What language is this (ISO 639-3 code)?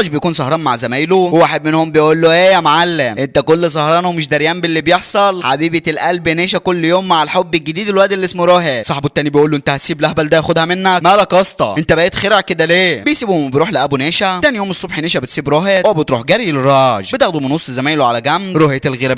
arz